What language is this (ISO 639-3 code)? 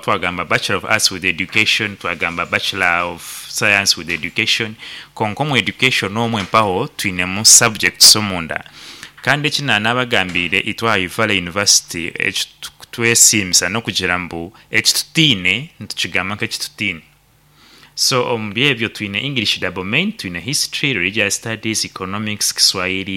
nyn